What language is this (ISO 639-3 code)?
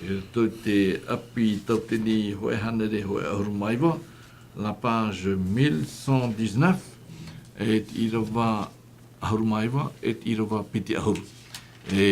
tah